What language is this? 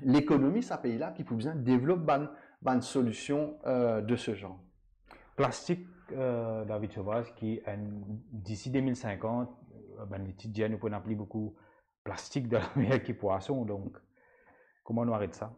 Morisyen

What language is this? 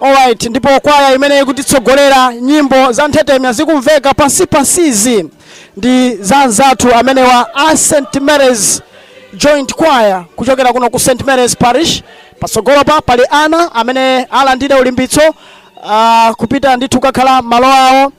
Nyanja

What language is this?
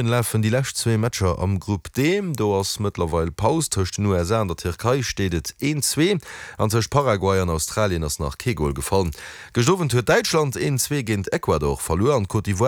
Luxembourgish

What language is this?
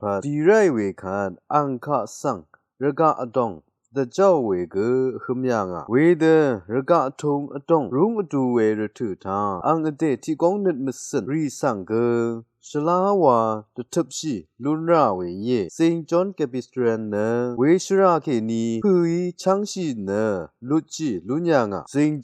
Rawang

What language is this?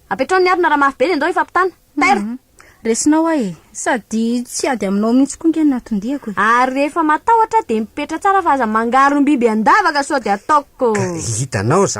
Malagasy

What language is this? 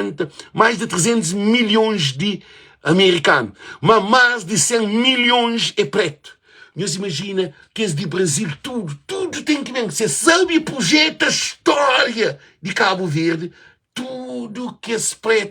Kabuverdianu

